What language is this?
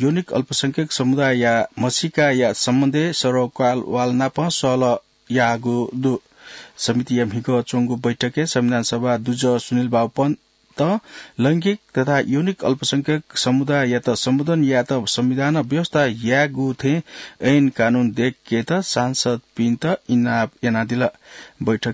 Newari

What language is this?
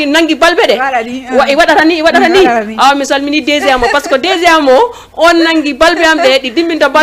Fula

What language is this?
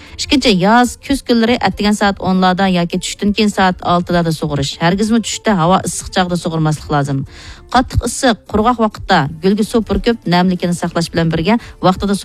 Uyghur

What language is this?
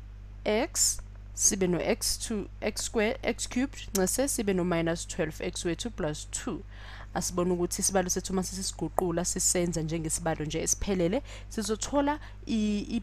Zulu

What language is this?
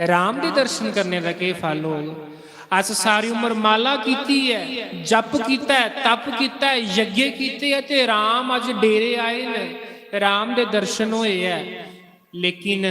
Dogri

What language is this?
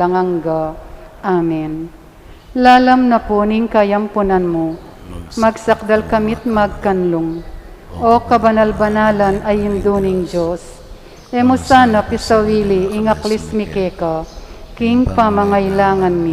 Pampanga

